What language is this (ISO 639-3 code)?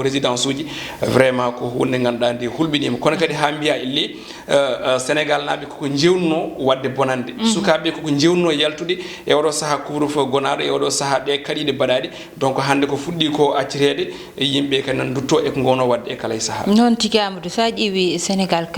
ful